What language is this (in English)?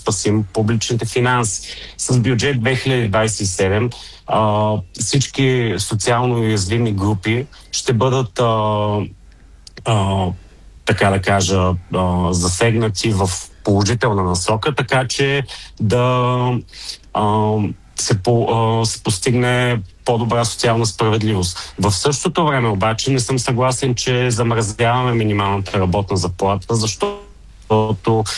Bulgarian